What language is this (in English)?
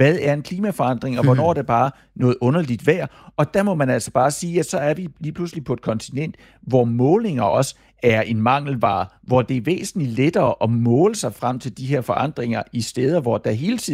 Danish